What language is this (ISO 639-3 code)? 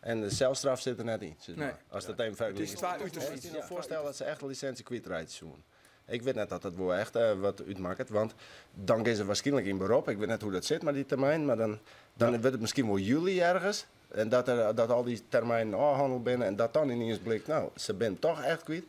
fry